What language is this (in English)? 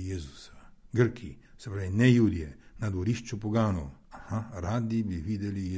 Slovenian